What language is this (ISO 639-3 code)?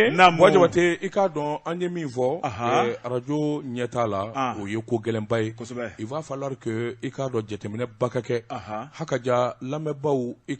bam